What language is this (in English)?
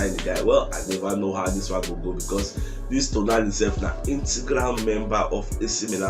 Nigerian Pidgin